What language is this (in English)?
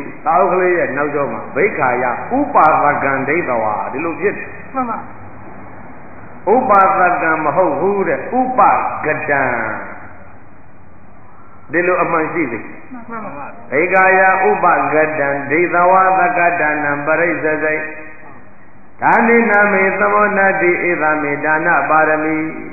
Burmese